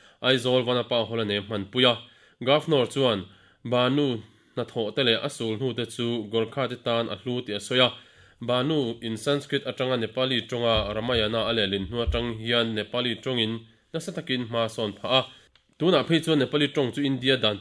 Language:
Mizo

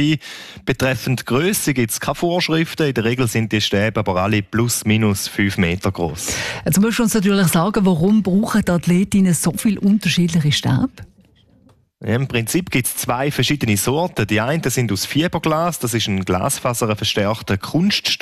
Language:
German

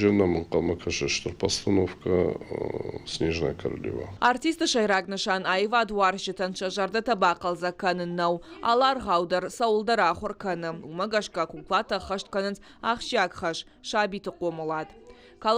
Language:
Ossetic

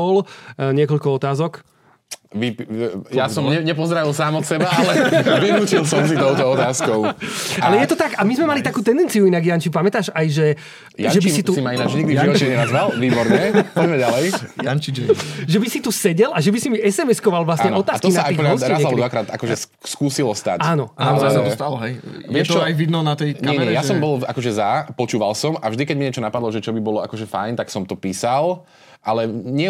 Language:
Slovak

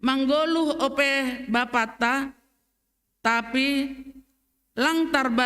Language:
Batak Simalungun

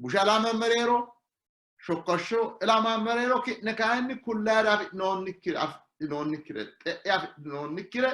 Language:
Sidamo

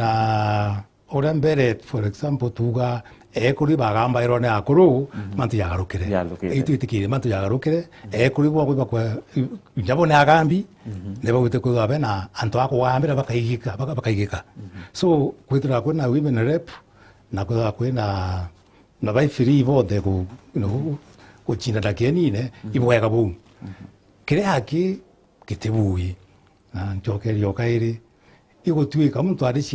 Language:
Meru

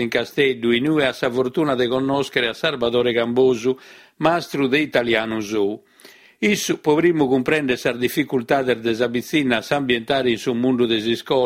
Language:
Sardinian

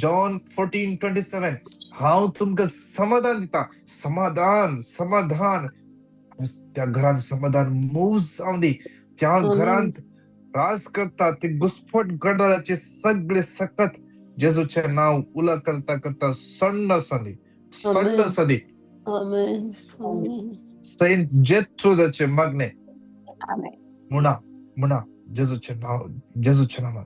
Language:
Konkani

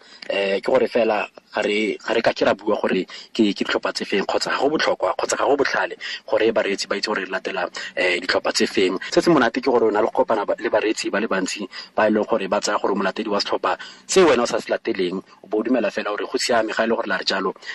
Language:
Tswana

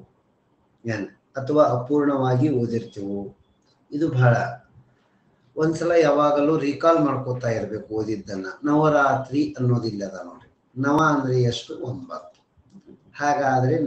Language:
Kannada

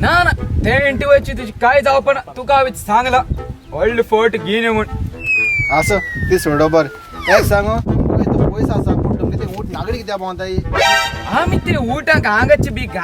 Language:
Konkani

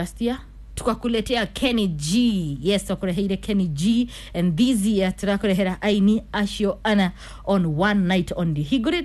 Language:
Kikuyu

